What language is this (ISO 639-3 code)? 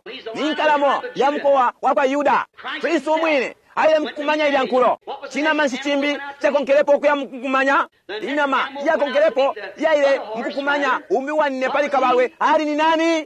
bem